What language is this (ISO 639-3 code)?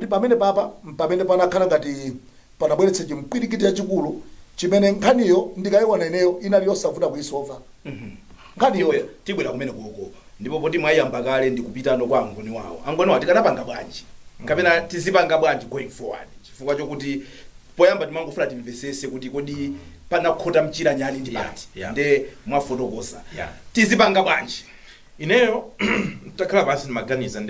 nya